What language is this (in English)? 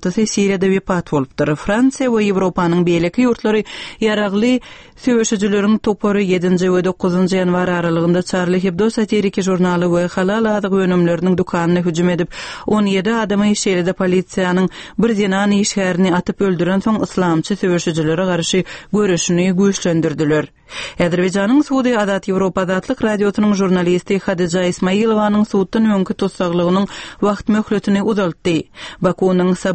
Turkmen